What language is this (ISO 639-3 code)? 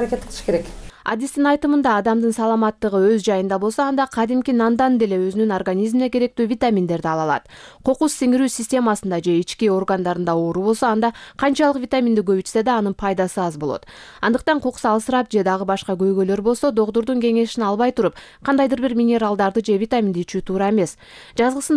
kir